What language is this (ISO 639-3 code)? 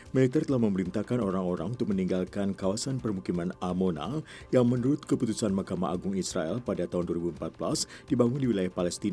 ind